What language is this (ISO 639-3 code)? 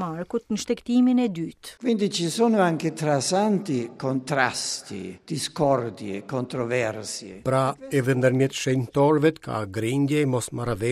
sqi